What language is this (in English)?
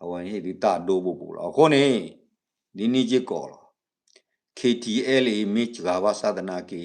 S'gaw Karen